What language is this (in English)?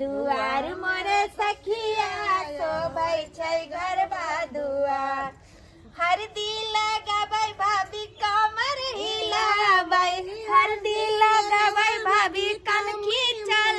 Maithili